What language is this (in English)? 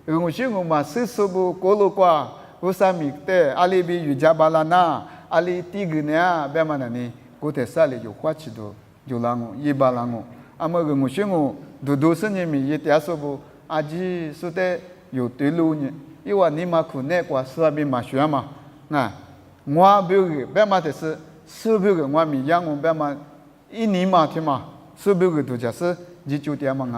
Lisu